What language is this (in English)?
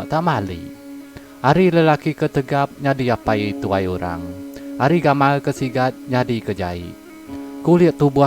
Iban